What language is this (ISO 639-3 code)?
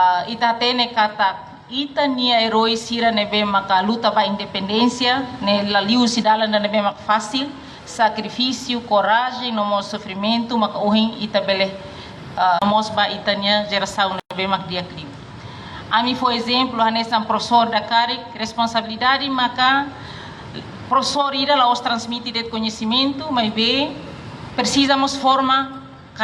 tet